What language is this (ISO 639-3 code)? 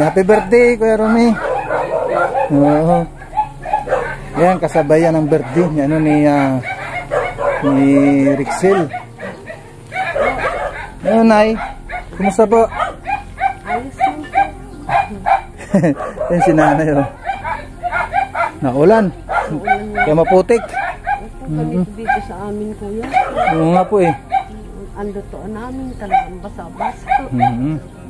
fil